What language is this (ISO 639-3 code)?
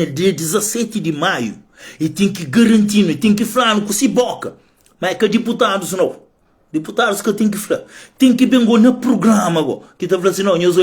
kea